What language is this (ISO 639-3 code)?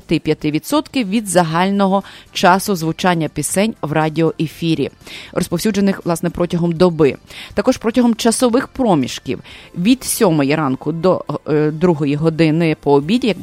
ukr